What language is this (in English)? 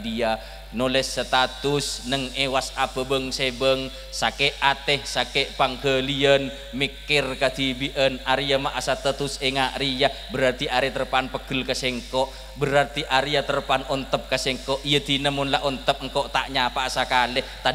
Madurese